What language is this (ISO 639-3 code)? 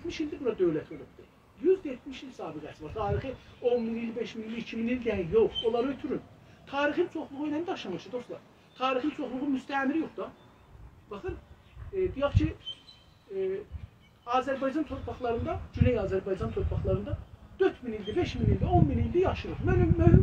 azb